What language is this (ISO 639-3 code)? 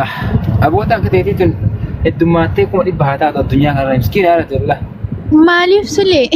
orm